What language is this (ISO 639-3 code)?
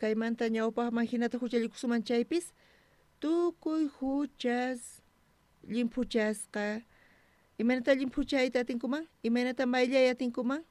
quh